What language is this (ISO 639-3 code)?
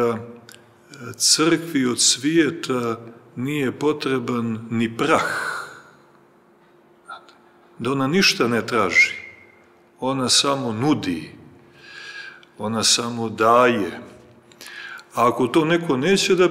srp